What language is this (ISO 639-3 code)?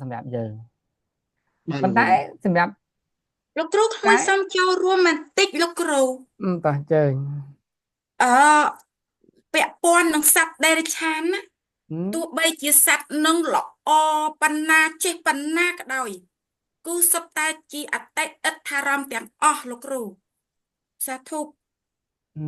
khm